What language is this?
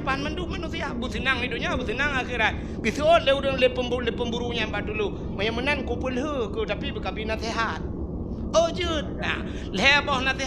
Achinese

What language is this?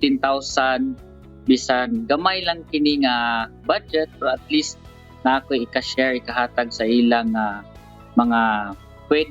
Cebuano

